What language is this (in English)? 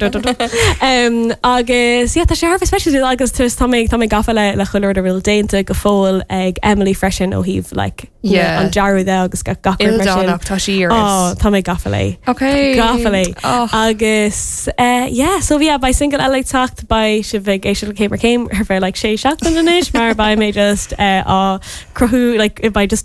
Irish